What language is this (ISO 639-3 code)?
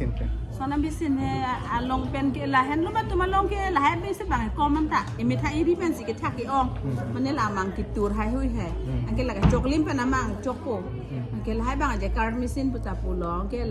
mjw